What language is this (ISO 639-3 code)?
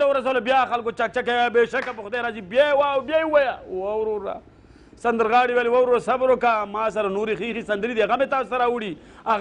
pus